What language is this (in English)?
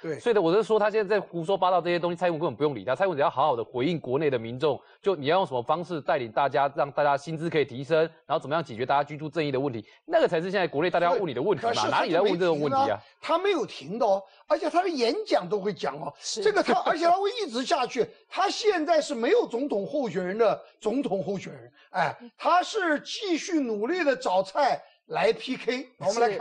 Chinese